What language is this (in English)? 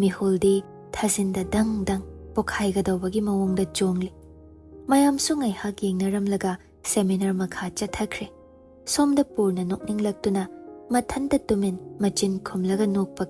Manipuri